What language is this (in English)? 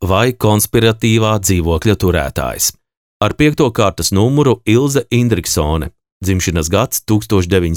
Latvian